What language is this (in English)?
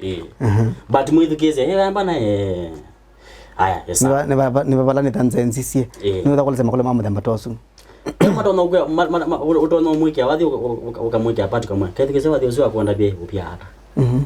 Kamba